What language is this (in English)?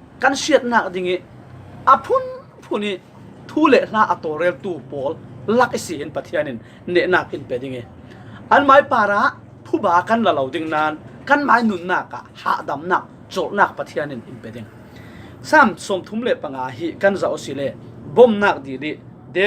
Falam Chin